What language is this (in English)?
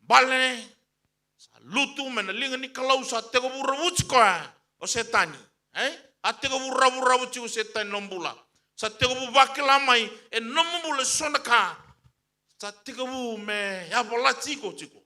Fijian